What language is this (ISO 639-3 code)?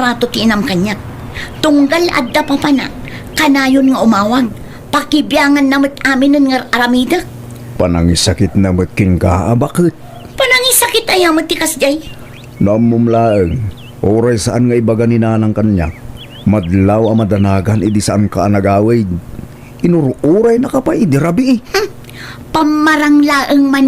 ilo